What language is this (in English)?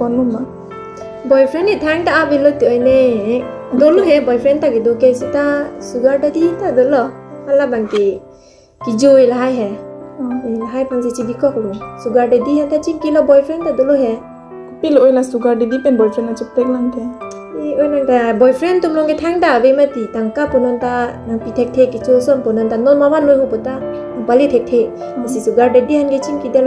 Karbi